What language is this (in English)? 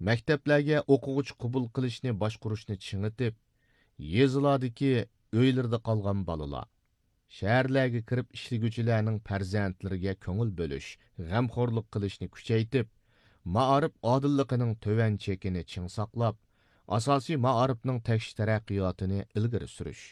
Uyghur